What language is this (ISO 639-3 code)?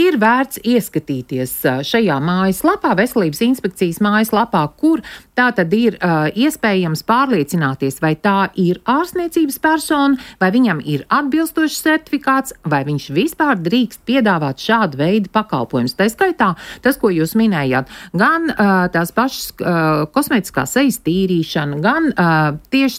lav